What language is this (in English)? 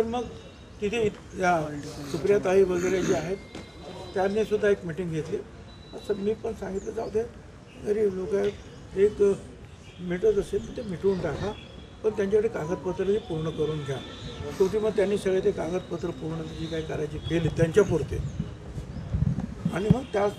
Marathi